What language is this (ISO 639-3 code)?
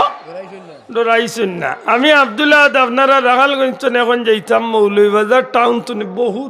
syl